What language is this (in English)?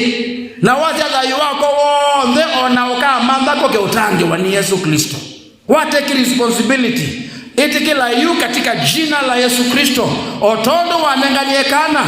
Kamba